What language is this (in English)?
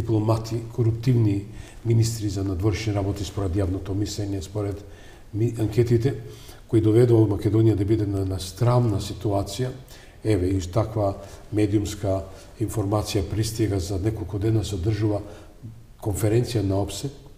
Macedonian